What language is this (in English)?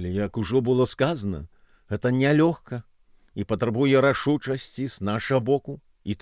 Belarusian